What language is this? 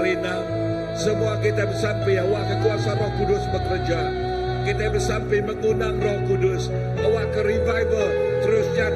Iban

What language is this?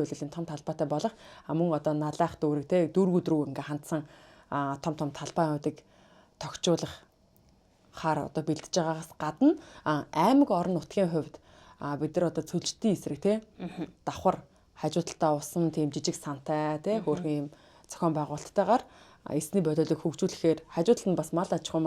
Mongolian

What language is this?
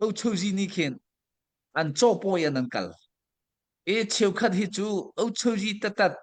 Hakha Chin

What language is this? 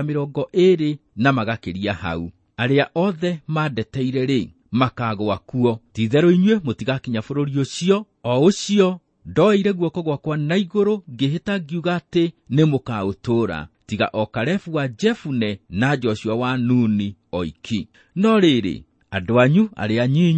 Kikuyu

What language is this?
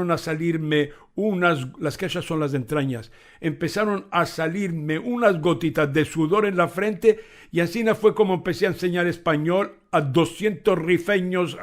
Ladino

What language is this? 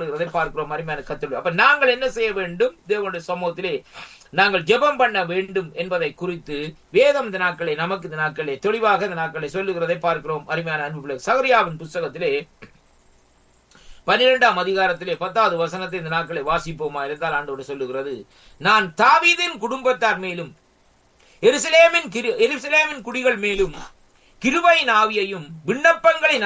Tamil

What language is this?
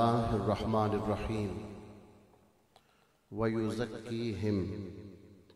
Urdu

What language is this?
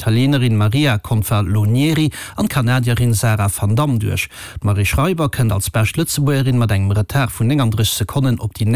Luxembourgish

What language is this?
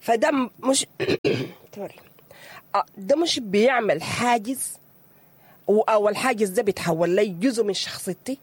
Sudanese Arabic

